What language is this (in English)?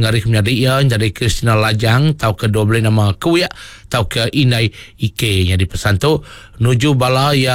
Iban